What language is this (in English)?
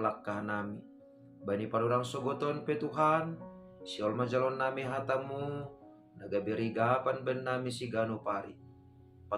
Batak Simalungun